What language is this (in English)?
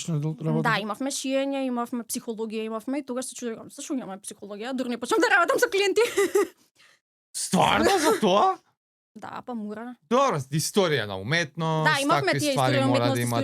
Macedonian